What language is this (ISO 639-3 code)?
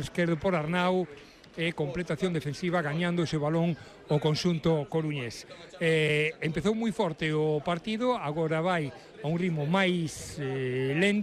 glg